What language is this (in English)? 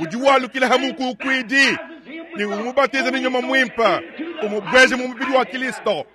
Luba-Lulua